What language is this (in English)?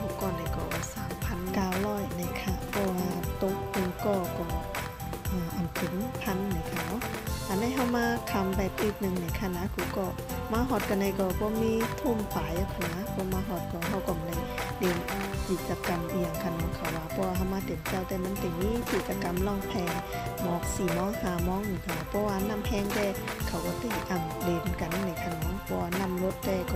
Shan